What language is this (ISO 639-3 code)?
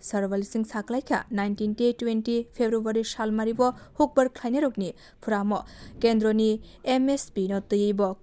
trp